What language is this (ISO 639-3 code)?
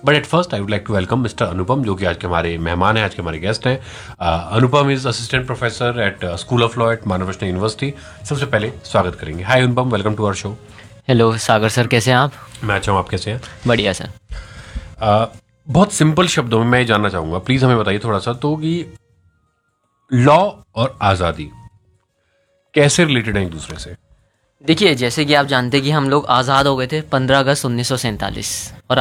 hin